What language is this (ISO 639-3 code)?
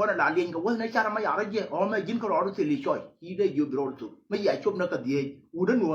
nus